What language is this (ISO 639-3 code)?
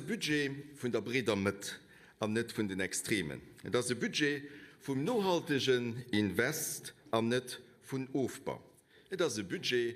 ltz